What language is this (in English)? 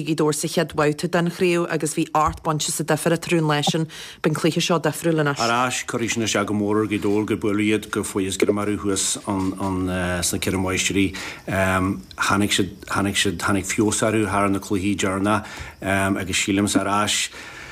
Irish